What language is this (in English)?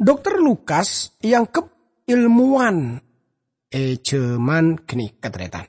Madurese